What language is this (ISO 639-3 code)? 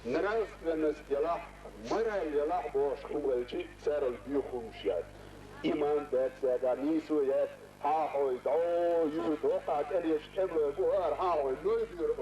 che